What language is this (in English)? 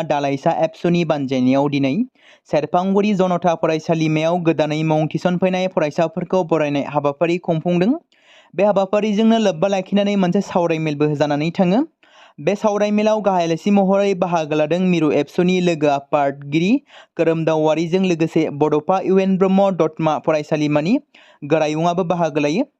Bodo